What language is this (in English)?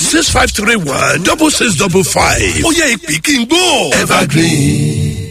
Yoruba